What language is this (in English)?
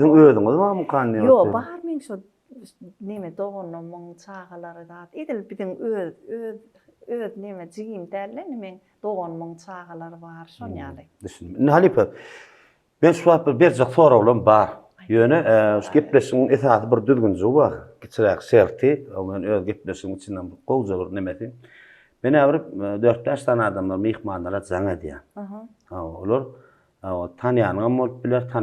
Turkmen